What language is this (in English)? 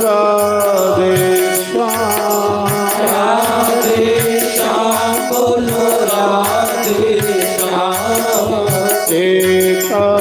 Dogri